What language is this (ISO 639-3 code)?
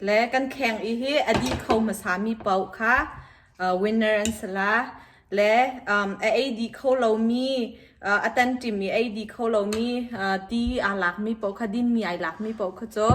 cnh